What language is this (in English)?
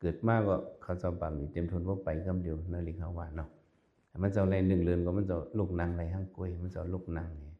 Shan